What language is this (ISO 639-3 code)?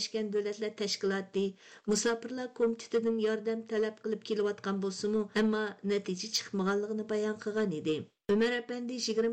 uig